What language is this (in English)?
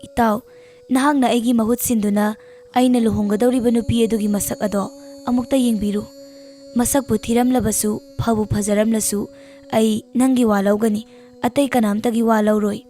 Manipuri